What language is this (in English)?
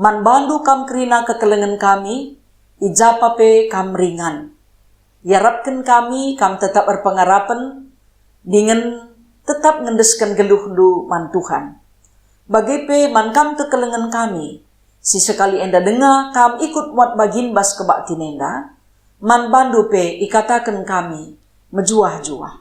Batak Karo